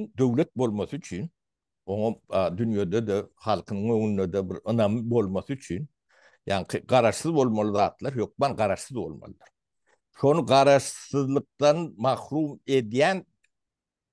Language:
Turkmen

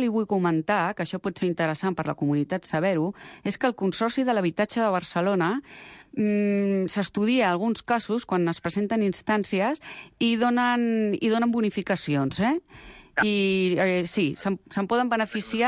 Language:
Catalan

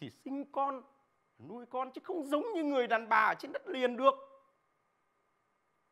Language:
Vietnamese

